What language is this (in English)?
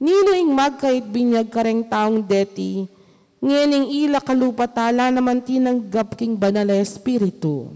Pampanga